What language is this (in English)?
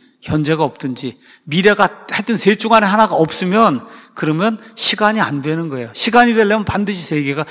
Korean